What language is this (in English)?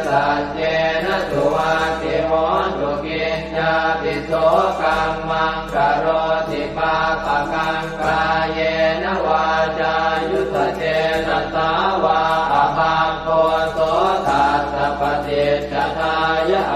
Pali